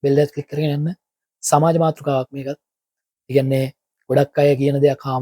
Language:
Sinhala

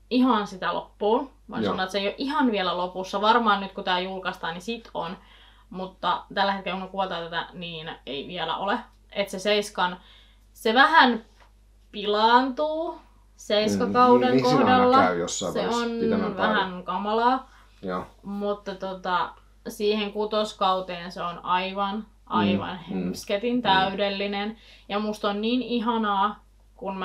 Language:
Finnish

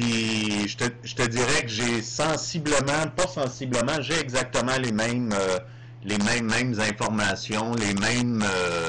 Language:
French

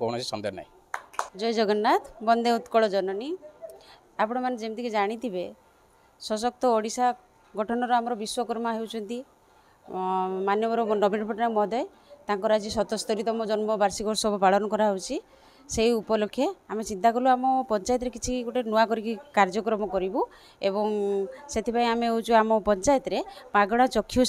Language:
Odia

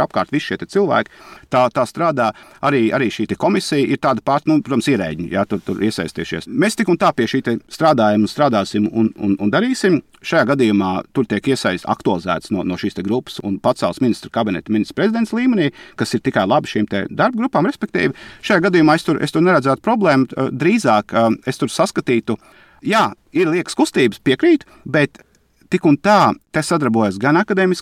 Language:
Latvian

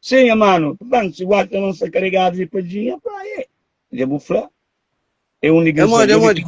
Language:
Kabuverdianu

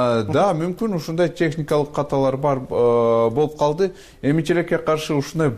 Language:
Kyrgyz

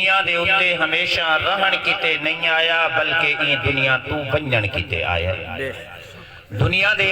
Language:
Saraiki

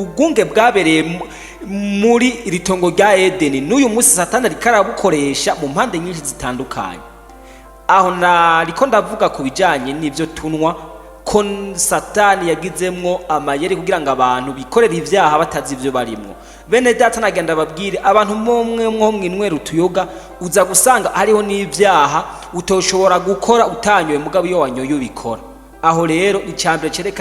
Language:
Rundi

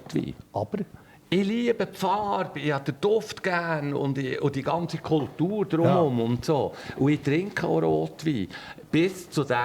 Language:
Swiss German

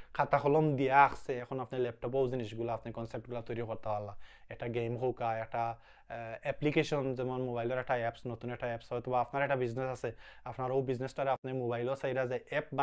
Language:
Sylheti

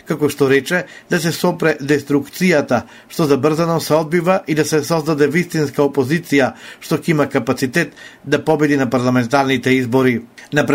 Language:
Macedonian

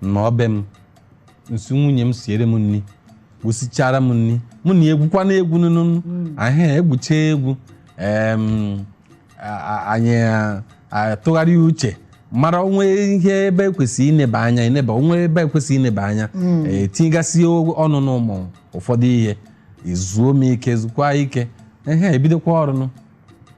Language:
Igbo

